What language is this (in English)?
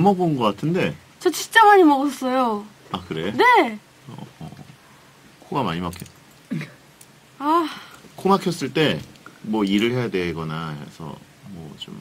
Korean